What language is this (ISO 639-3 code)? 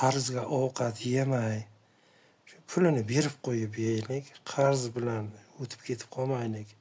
uzb